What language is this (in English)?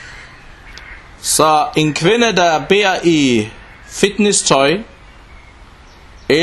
Danish